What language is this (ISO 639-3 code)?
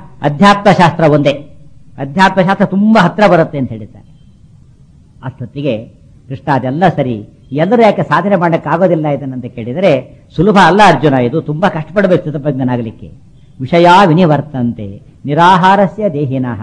kan